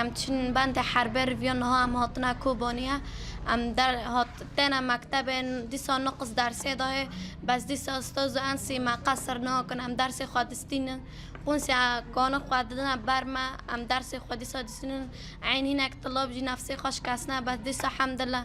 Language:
Kurdish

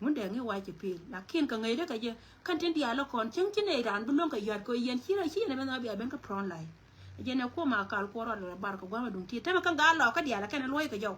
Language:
Nuer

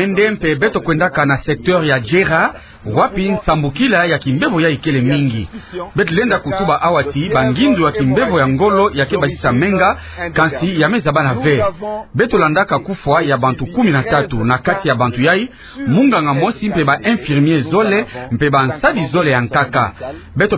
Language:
Kituba (Democratic Republic of Congo)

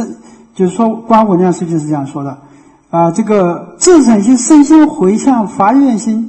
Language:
Chinese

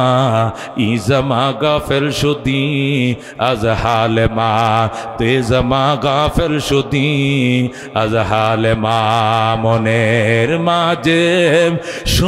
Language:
Bangla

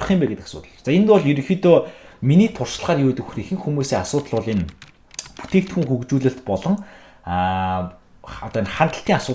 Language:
Mongolian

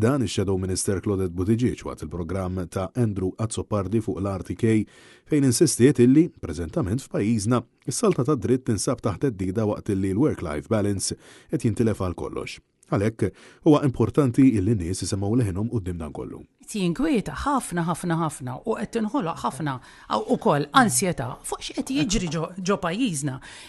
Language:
Maltese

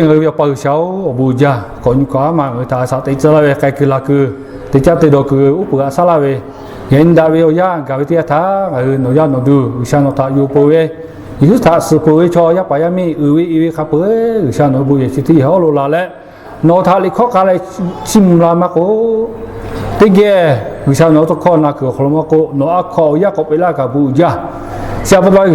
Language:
Lahu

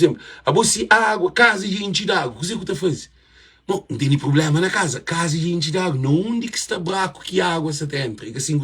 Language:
Kabuverdianu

